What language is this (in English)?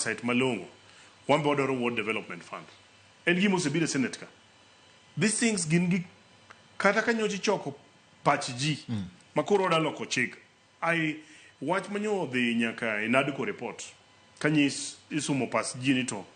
Luo (Kenya and Tanzania)